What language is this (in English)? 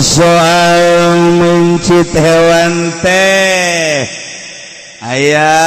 Sundanese